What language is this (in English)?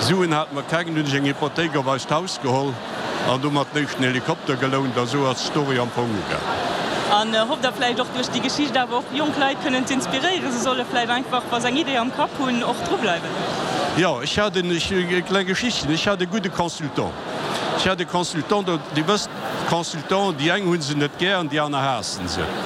Luxembourgish